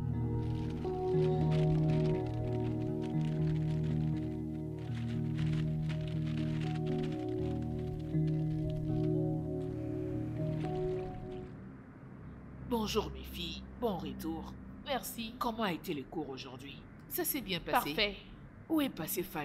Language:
French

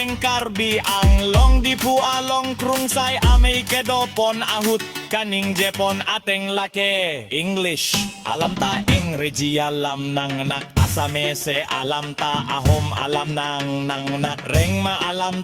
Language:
Karbi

